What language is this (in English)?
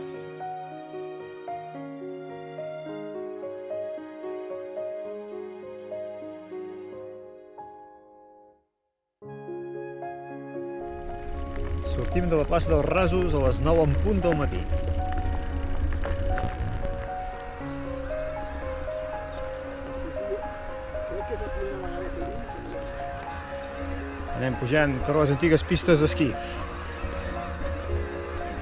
Catalan